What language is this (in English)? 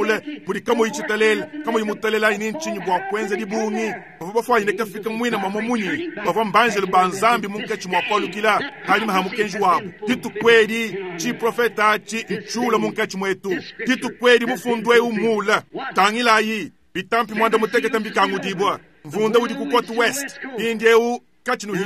Luba-Lulua